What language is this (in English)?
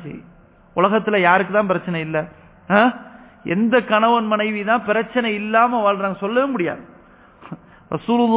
Tamil